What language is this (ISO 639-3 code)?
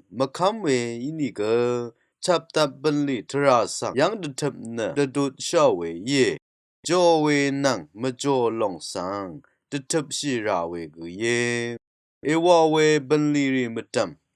raw